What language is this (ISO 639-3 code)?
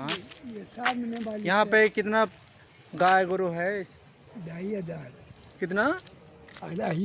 sat